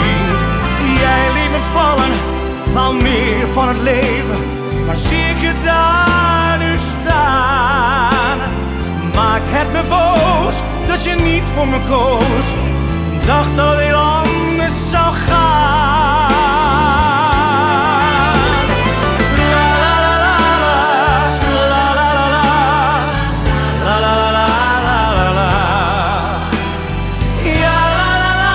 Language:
Dutch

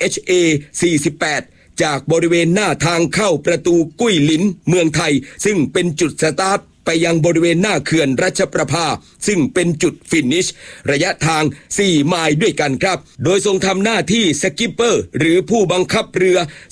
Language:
Thai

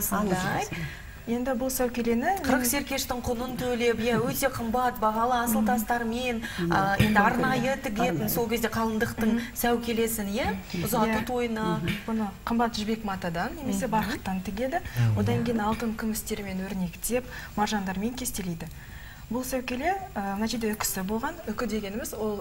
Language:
Kazakh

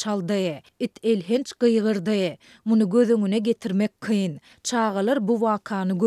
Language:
Turkmen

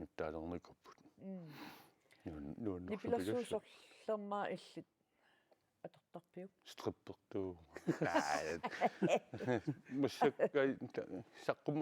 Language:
Kalaallisut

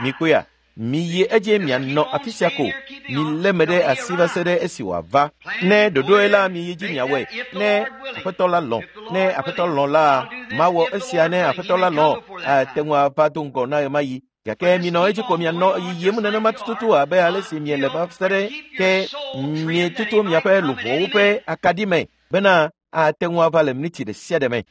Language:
Ewe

